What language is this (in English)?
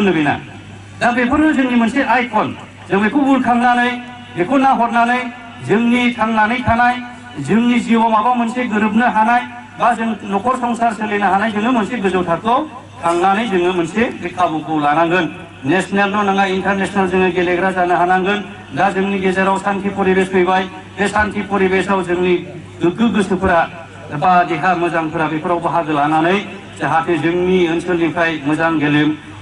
Bodo